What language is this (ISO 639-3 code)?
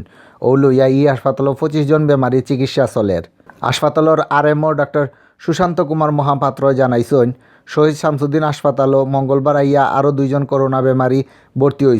syl